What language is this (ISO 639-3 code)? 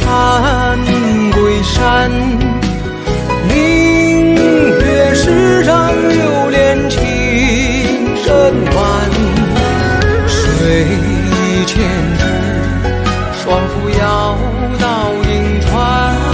zho